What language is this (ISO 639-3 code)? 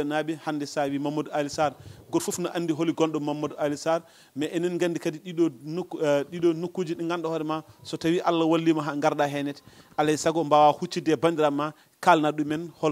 ful